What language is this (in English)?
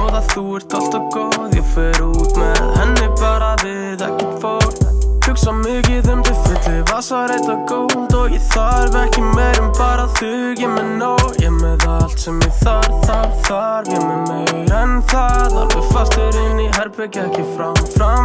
Icelandic